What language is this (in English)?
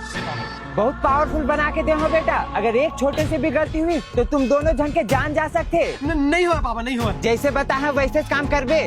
Chhattisgarhi